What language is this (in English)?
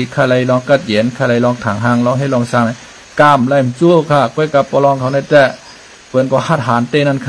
Shan